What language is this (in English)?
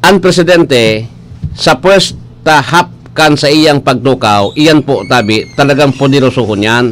Bikol